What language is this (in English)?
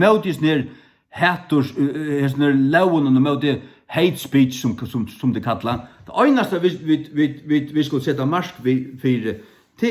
Faroese